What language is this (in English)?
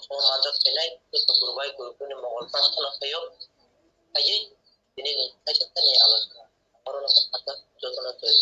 Kok Borok